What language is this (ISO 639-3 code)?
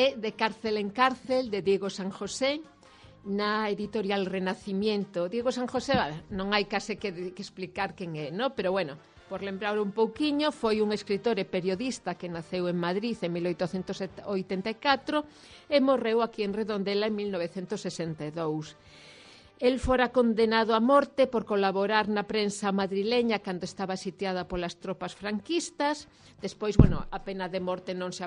glg